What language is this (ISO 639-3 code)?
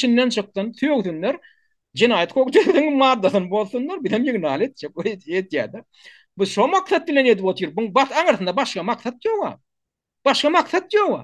tuk